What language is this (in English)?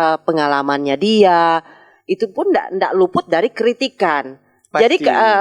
Manado Malay